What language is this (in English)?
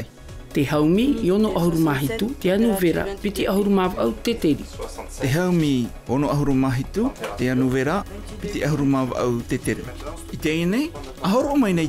Tahitian